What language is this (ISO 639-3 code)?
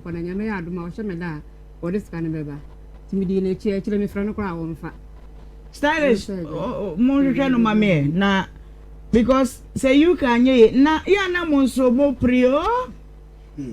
aka